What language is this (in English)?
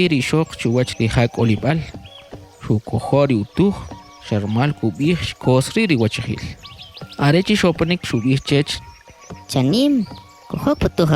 Kʼicheʼ